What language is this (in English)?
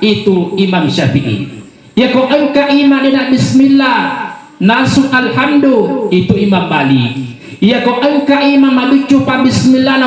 Buginese